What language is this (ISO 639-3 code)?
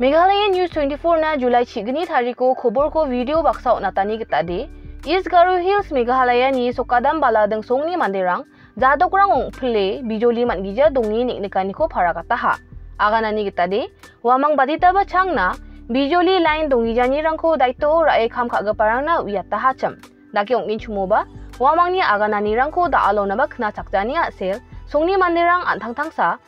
grt